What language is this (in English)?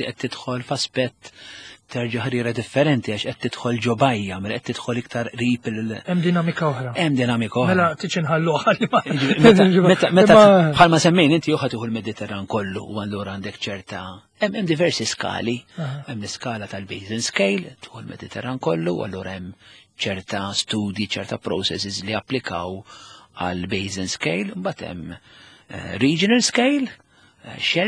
Maltese